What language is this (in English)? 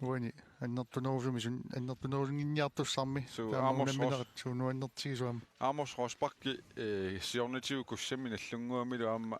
Kalaallisut